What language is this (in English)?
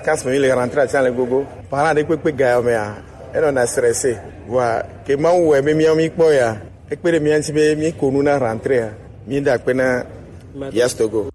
Gen